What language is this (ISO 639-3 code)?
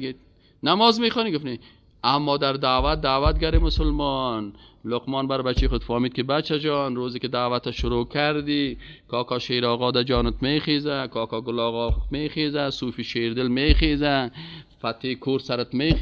fas